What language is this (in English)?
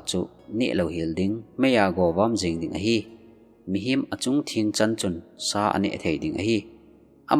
Thado Chin